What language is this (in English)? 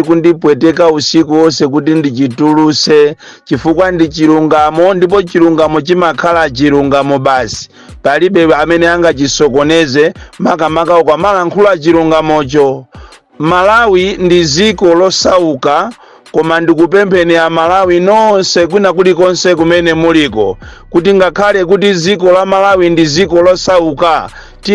Nyanja